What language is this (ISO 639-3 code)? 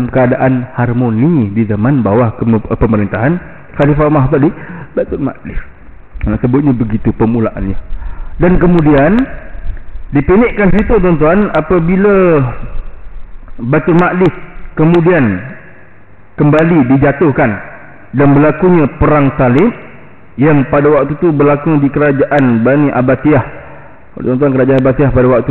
msa